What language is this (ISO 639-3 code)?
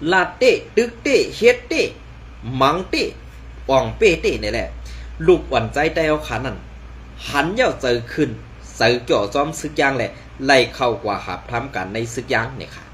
shn